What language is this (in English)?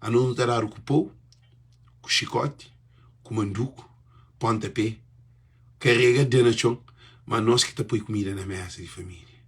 Kabuverdianu